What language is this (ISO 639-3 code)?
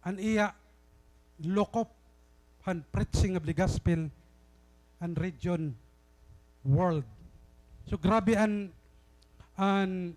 war